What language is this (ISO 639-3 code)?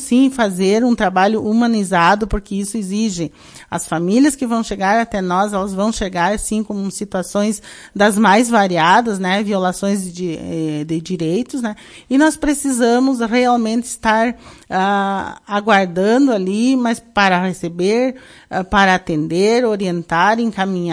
por